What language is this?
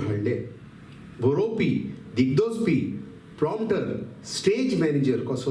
Konkani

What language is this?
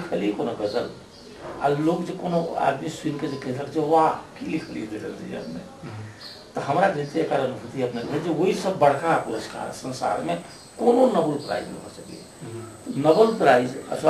Maithili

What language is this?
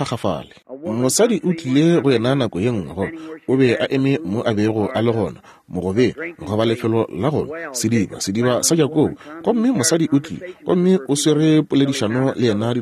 Northern Sotho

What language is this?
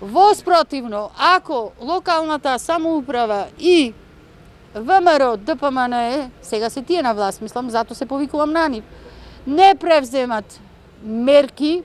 Macedonian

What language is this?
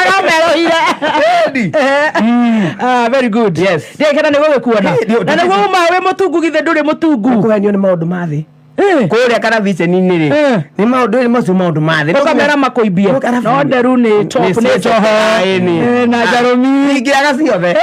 Kikuyu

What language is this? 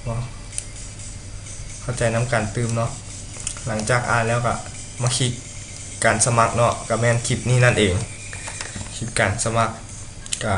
Lao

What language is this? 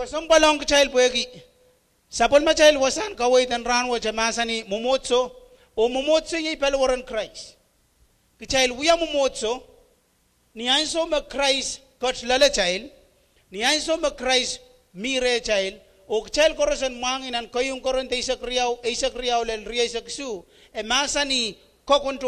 Pohnpeian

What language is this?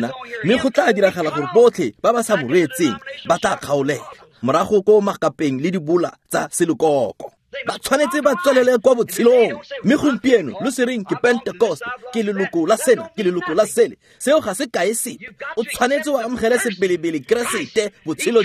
Tswana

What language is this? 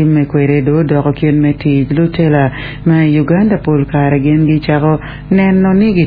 Acoli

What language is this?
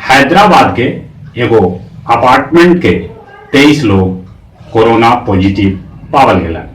Magahi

